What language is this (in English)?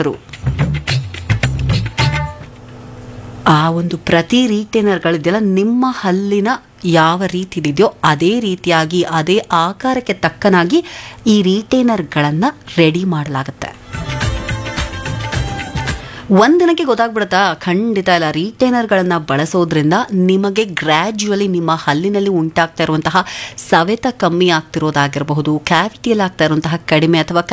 Kannada